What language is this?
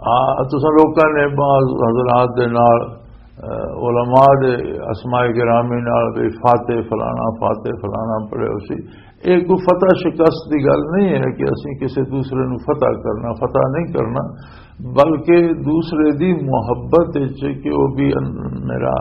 Western Panjabi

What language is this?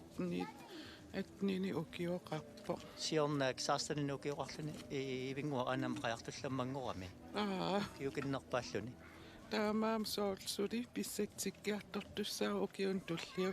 Kalaallisut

